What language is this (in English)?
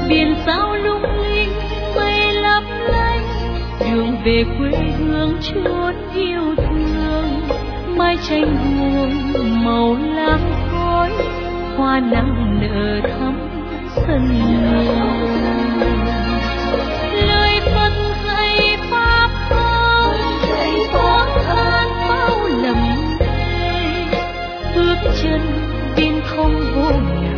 Vietnamese